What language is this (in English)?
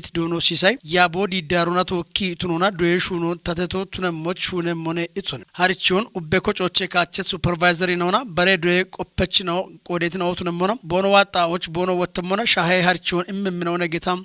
Kafa